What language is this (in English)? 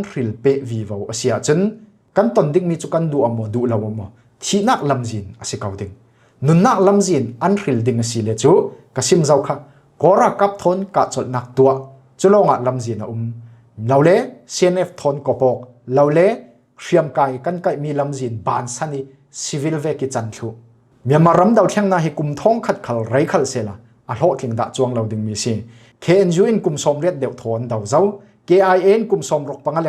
Falam Chin